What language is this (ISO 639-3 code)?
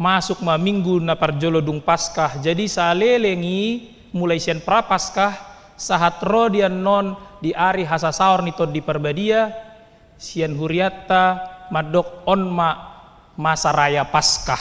bbc